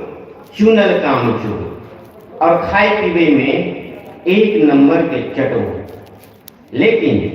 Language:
Maithili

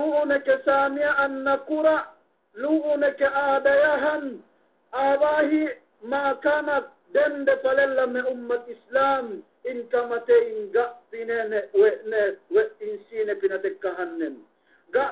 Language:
Yakan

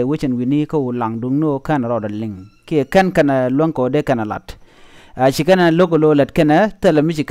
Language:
Nuer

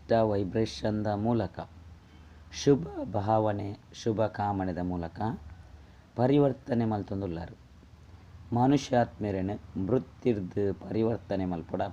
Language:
Tulu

